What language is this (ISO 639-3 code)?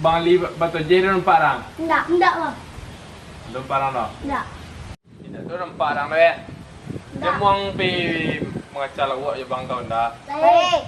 min